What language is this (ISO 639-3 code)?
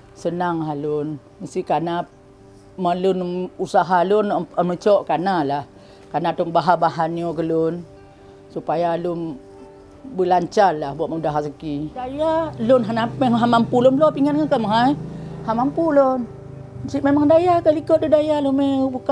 ace